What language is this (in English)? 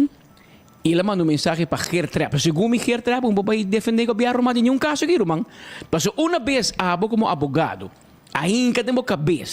Papiamento